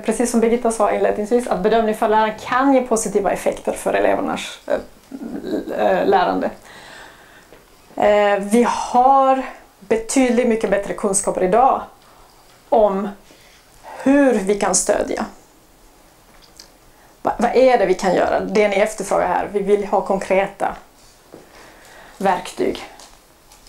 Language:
Swedish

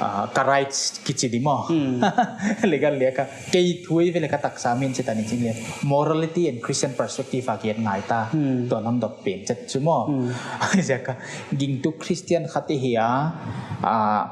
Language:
Paite Chin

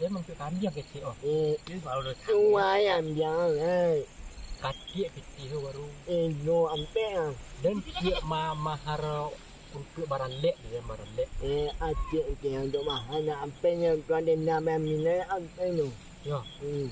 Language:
Minangkabau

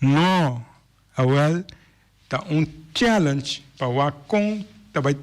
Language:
Papiamento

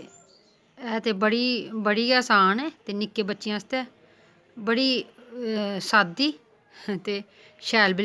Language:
Dogri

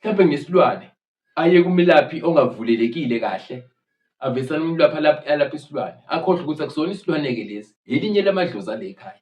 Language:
Zulu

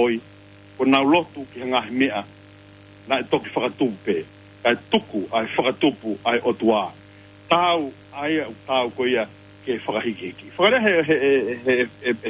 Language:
Tongan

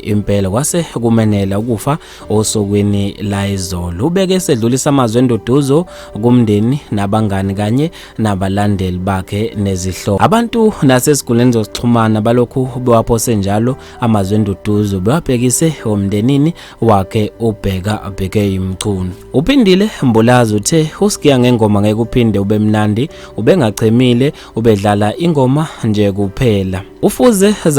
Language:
Zulu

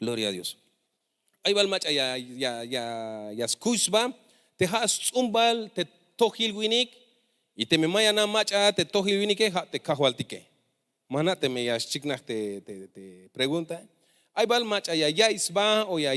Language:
Tzeltal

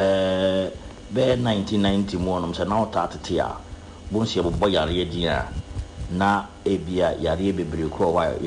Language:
Akan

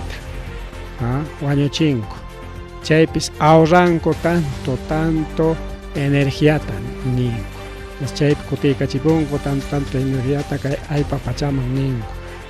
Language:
Ayacucho Quechua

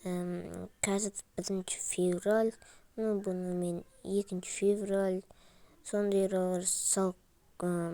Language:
Kazakh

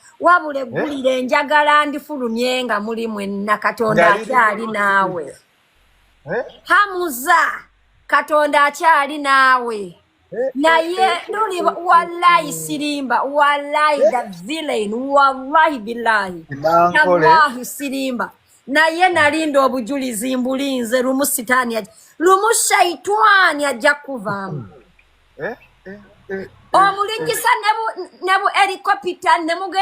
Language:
Ganda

